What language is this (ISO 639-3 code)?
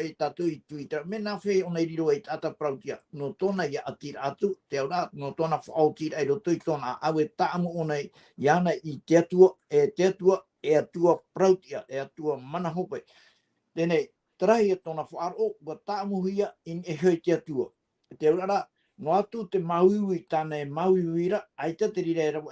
tah